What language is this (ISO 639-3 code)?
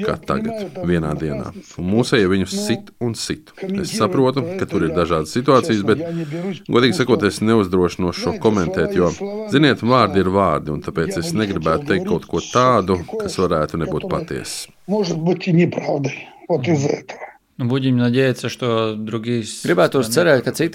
lav